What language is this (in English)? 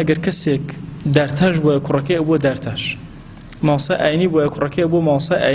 Central Kurdish